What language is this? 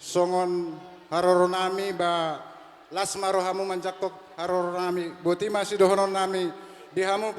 Batak Toba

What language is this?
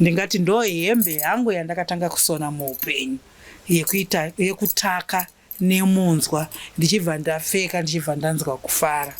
Shona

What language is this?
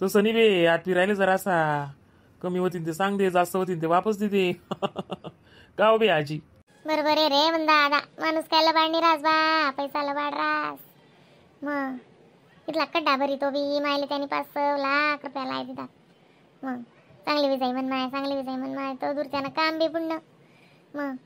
Khandesi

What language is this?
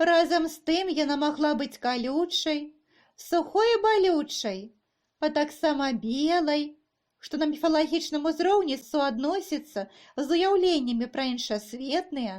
Belarusian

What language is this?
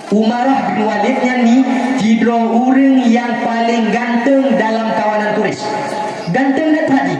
Achinese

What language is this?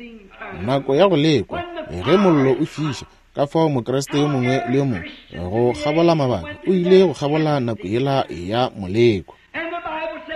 Northern Sotho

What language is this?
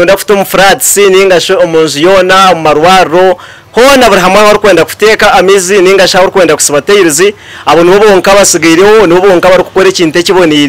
Nyankole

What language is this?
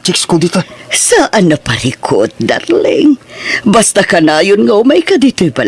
Iloko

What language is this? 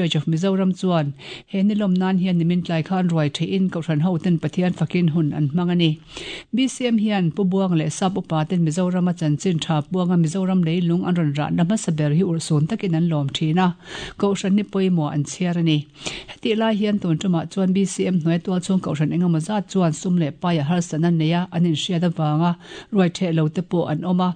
Mizo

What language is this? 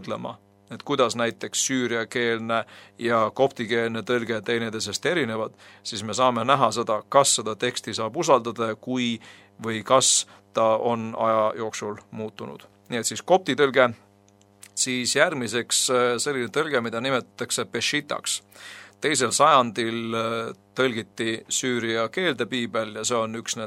Estonian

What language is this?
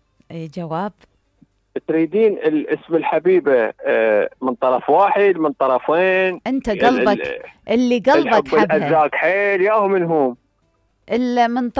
Mesopotamian Arabic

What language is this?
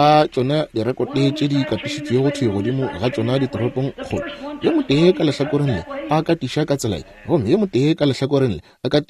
Northern Sotho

